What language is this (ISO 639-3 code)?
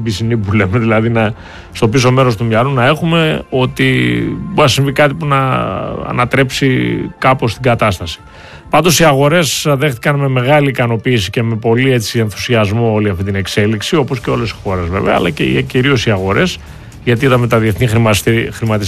ell